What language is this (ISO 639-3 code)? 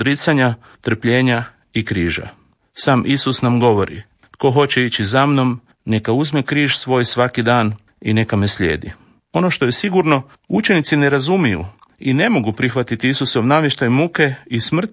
hrv